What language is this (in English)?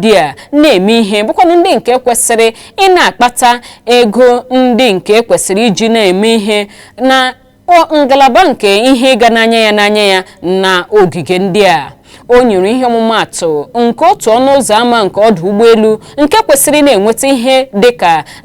Igbo